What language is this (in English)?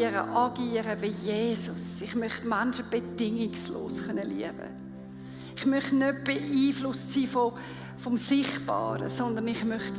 Swiss German